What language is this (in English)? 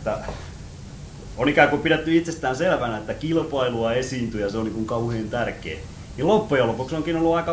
Finnish